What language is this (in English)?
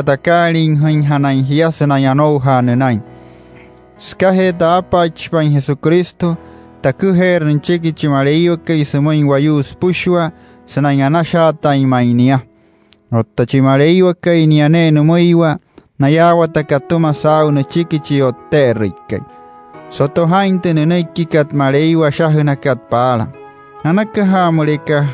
Wayuu